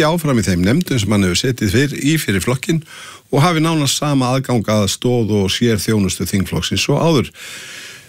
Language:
Icelandic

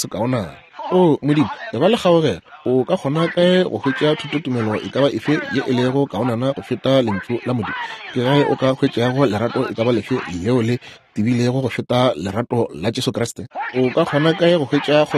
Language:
Northern Sotho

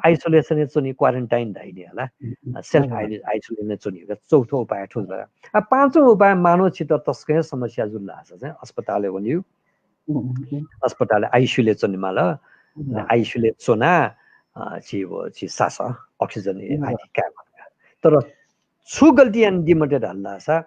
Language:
Newari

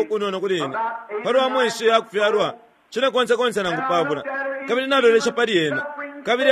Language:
Bemba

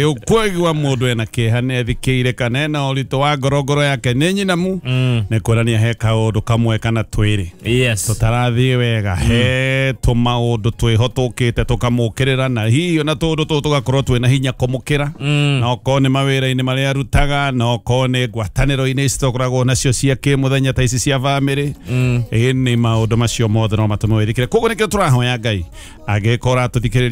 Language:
Kikuyu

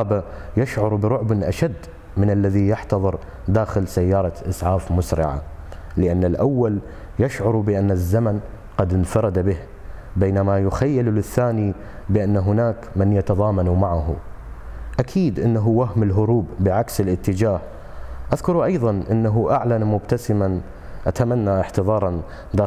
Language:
Arabic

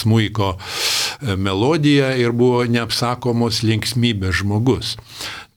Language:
Lithuanian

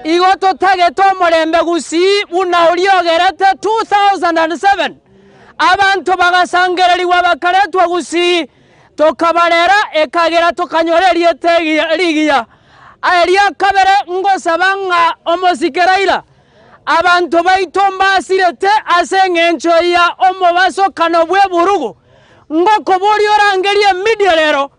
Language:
Gusii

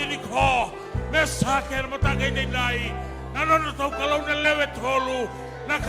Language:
Fijian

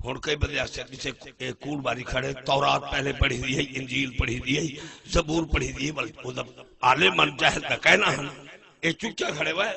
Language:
Saraiki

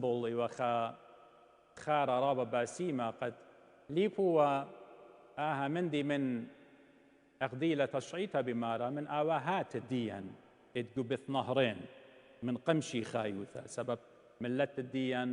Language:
Assyrian Neo-Aramaic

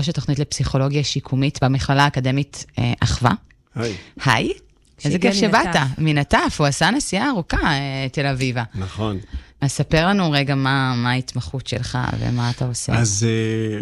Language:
Hebrew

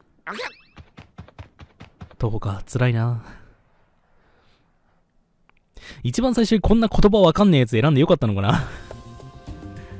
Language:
Japanese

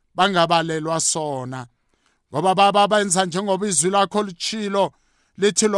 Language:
South Ndebele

